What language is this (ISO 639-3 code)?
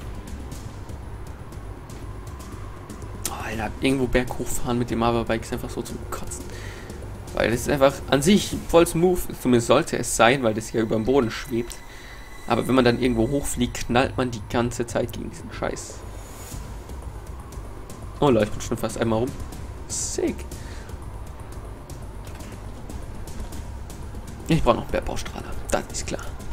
deu